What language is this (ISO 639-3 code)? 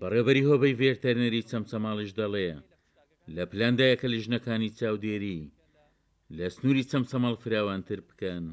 ckb